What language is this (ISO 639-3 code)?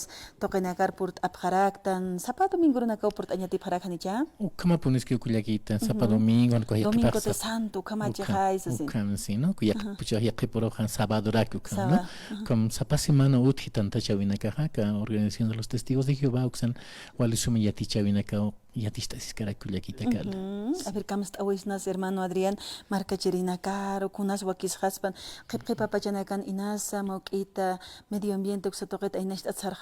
aym